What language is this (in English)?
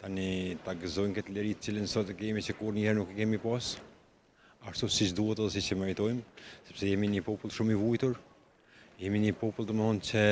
Albanian